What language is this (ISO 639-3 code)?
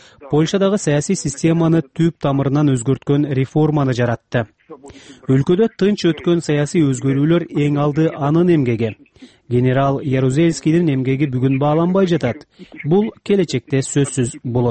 kir